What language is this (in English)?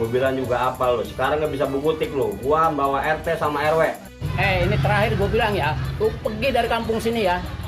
Betawi